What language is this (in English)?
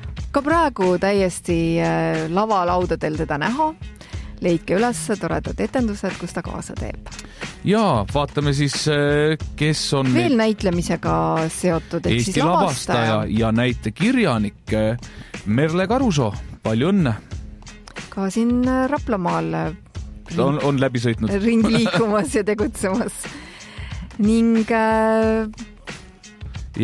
Estonian